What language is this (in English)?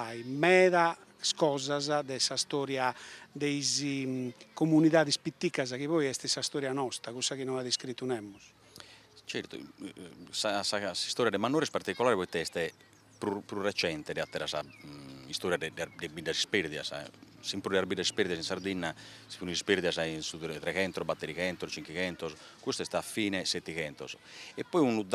Sardinian